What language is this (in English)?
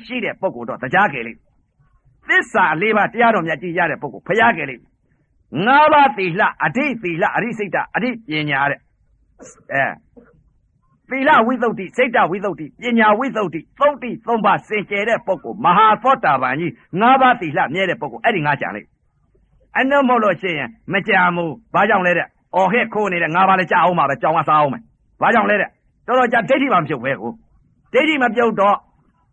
Burmese